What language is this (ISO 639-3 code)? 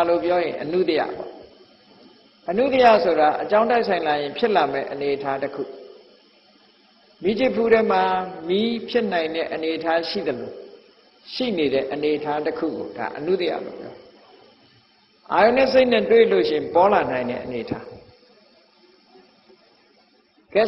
mya